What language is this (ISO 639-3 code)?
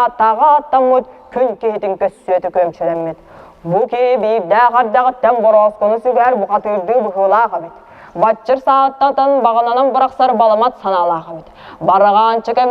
sah